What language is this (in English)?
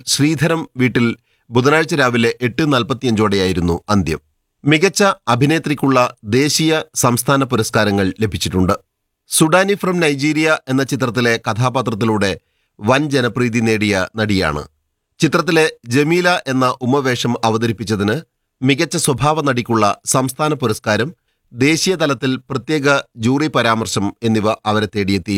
Malayalam